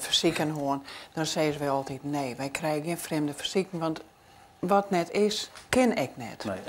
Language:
Western Frisian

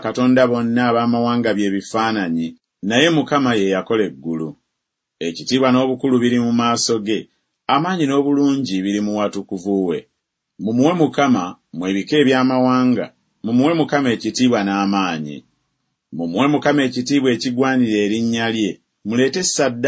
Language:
Ganda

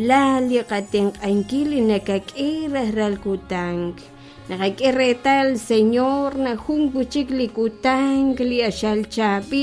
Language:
Kekchí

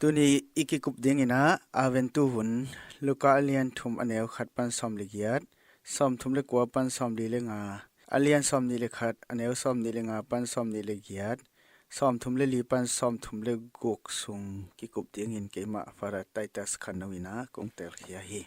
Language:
Tedim Chin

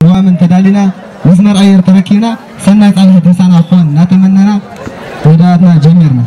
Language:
Tigrinya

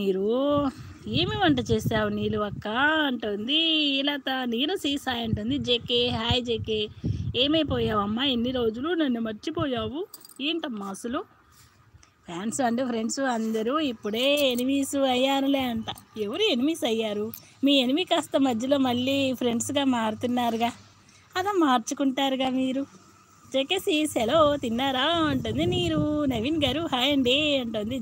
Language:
Telugu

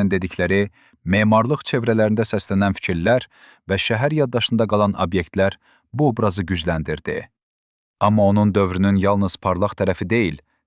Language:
Azerbaijani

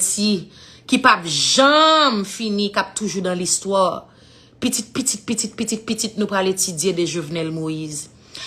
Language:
Haitian Creole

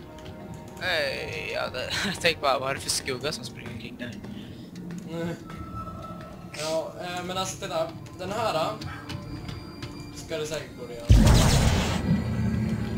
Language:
Swedish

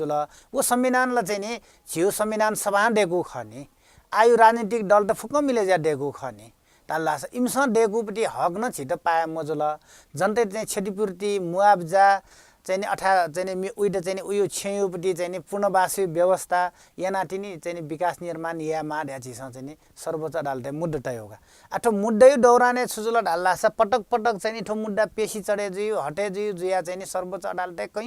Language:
Newari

